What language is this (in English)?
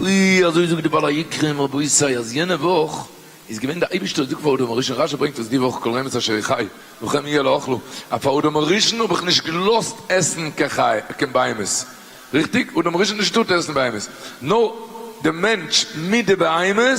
Yiddish